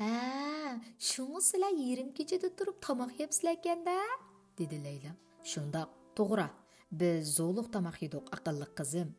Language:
Uyghur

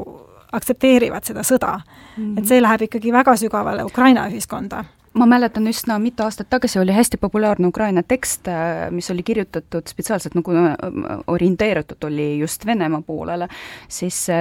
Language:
Estonian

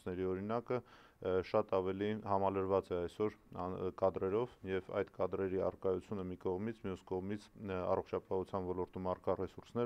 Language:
Armenian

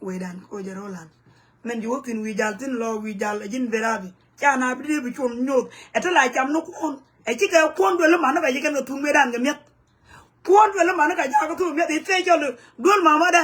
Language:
Nuer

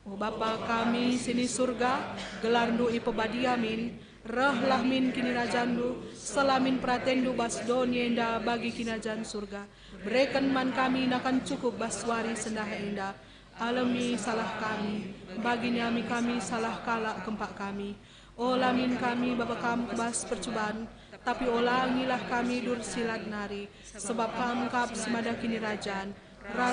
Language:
Batak Karo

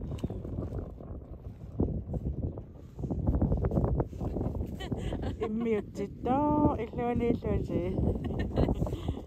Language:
Kalaallisut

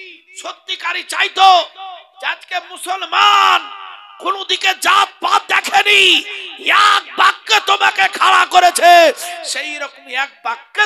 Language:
Bangla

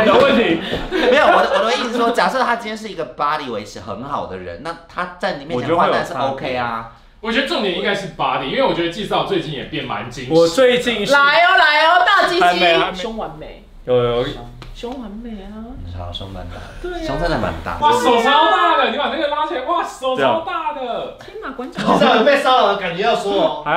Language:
Chinese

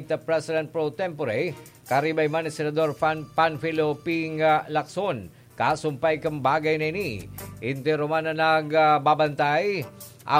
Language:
Bikol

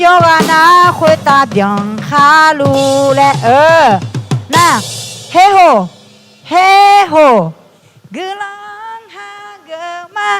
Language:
Akha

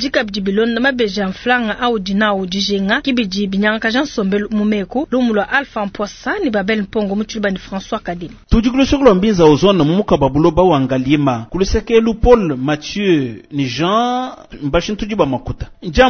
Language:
Luba-Lulua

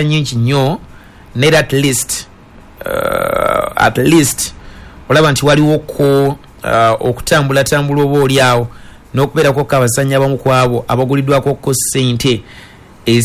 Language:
Ganda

